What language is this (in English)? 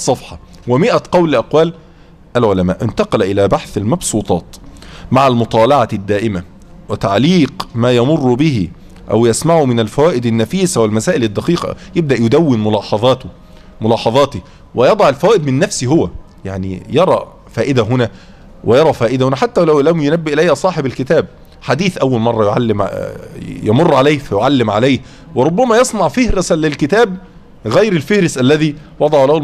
Arabic